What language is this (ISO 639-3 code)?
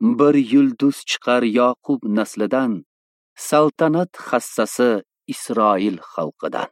uzb